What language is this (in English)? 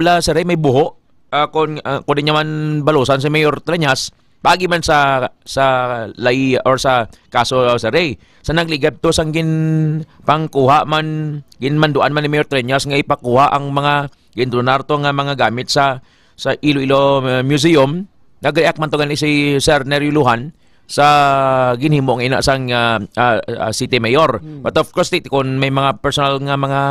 Hiligaynon